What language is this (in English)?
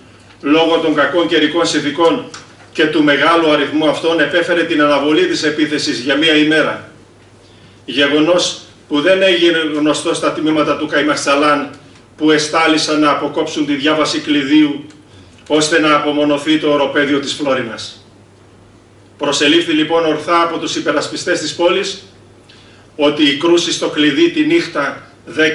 Greek